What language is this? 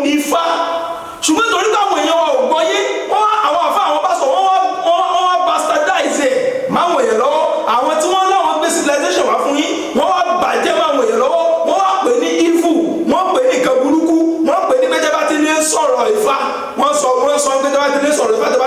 Yoruba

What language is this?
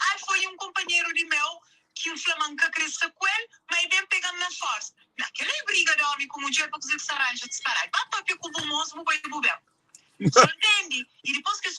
Kabuverdianu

